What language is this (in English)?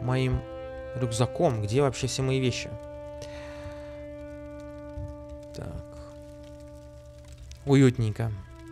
Russian